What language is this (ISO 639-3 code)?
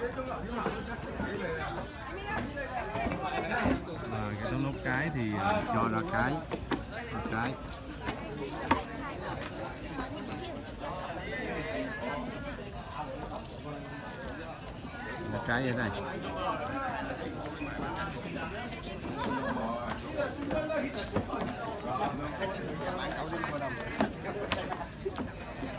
vie